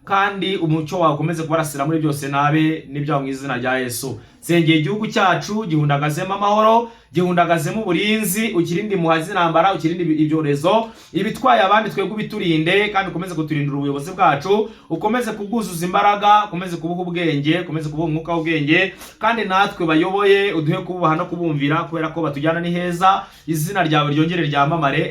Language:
Kinyarwanda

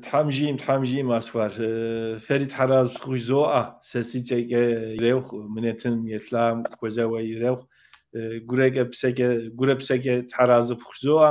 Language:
Kabardian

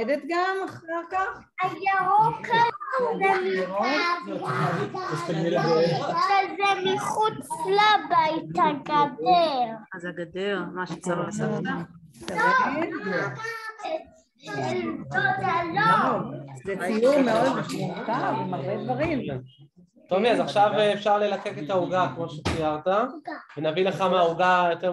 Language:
Hebrew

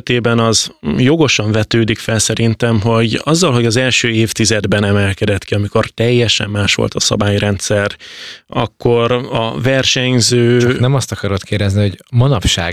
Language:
Hungarian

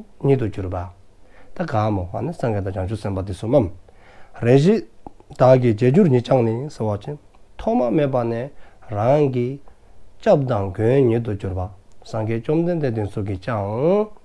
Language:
Dzongkha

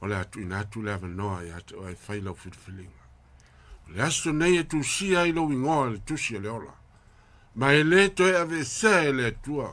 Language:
Samoan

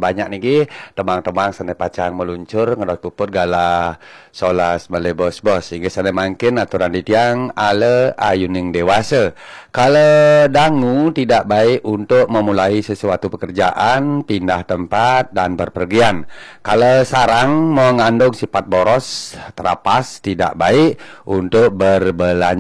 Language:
Balinese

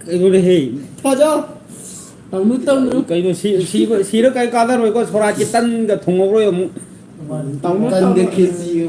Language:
Manipuri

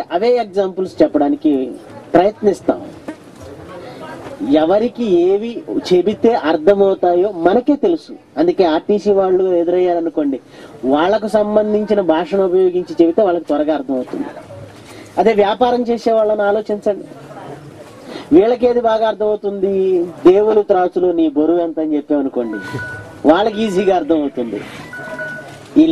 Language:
Telugu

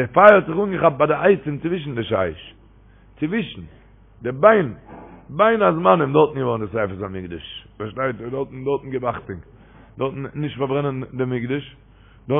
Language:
Yiddish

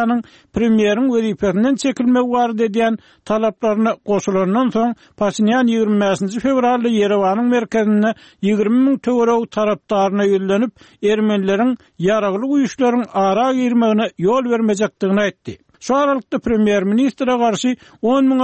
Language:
Turkmen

